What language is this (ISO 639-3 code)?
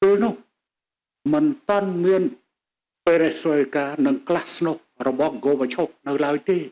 khm